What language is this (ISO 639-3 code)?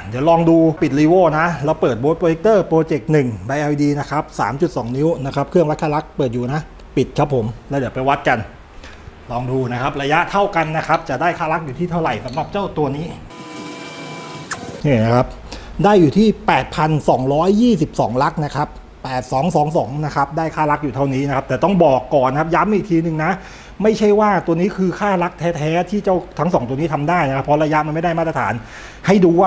tha